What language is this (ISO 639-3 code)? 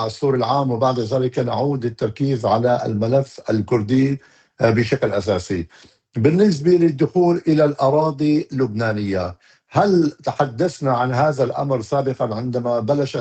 apc